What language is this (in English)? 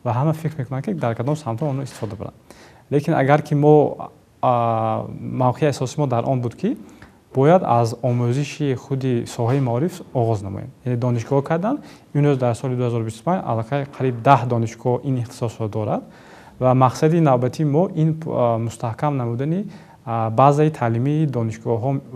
Tajik